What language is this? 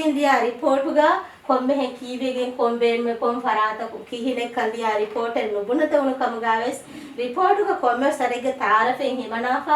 Divehi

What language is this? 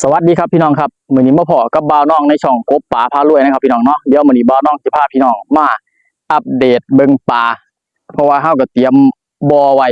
Northeastern Thai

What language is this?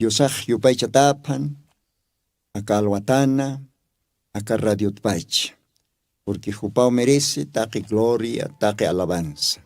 Aymara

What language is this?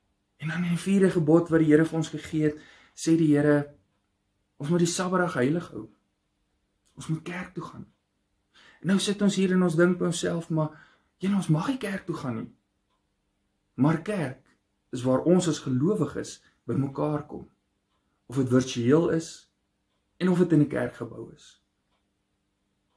Afrikaans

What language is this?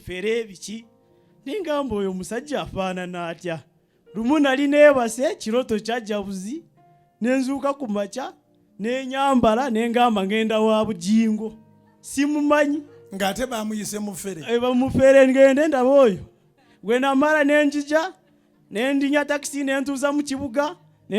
Ganda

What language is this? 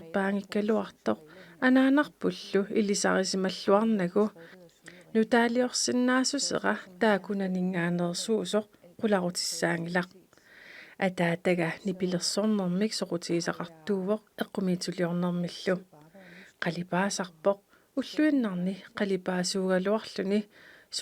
Kalaallisut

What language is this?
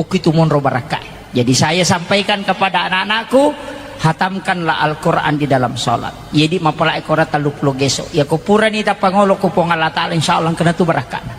Buginese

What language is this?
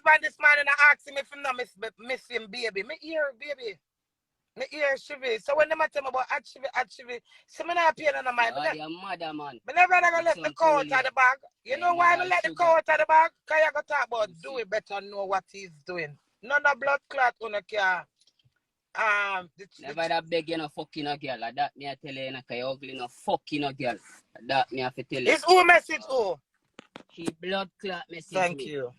Jamaican Creole English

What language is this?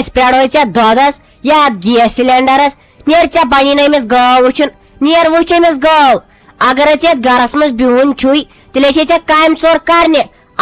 Kashmiri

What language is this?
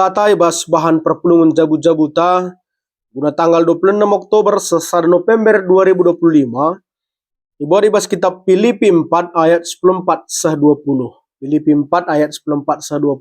Batak Karo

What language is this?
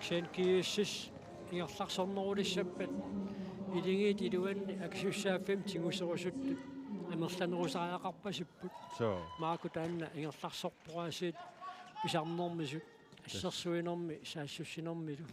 Kalaallisut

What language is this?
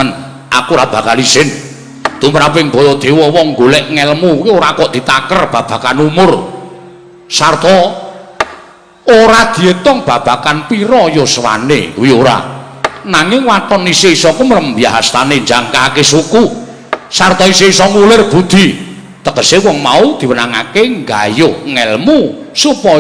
Javanese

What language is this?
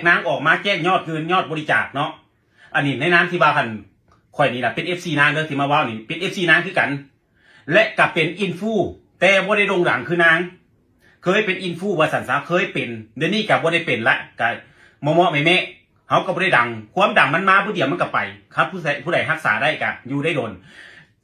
Northeastern Thai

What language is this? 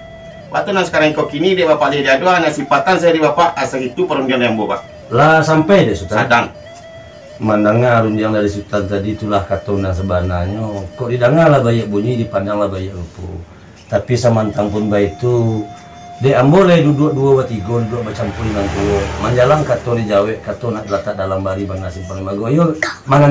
Minangkabau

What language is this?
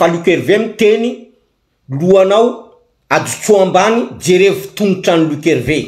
Malagasy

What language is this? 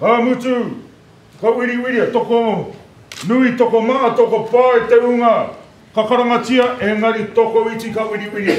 Māori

